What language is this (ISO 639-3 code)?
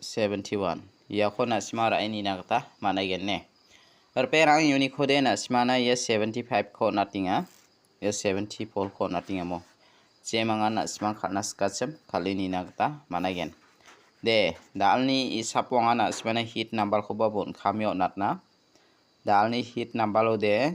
grt